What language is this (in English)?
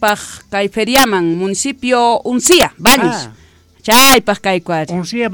Quechua